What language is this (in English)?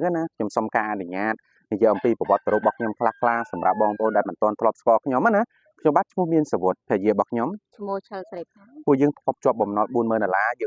Khmer